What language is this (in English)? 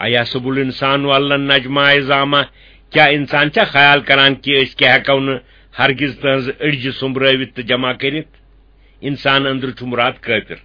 Kashmiri